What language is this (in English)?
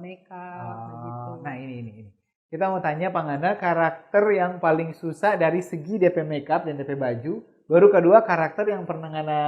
Manado Malay